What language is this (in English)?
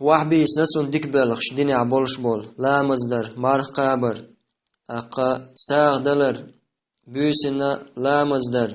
Chechen